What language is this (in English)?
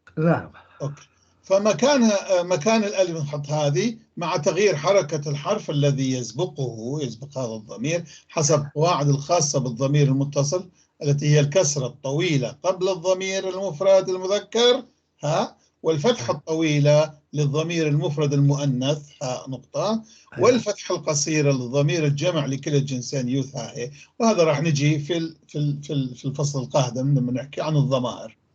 North Levantine Arabic